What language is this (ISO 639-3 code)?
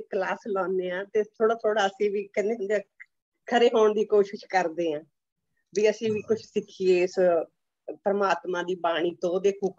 pan